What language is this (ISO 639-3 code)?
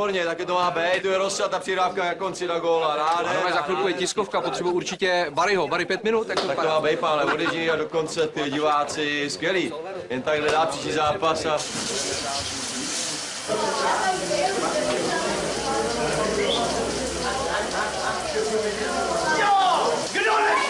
ces